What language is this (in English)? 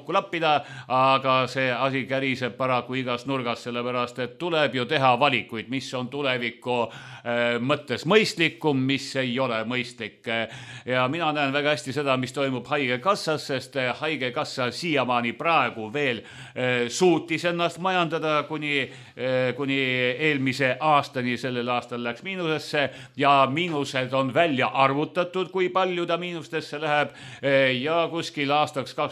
Estonian